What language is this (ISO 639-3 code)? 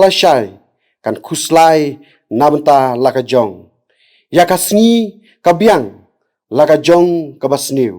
kha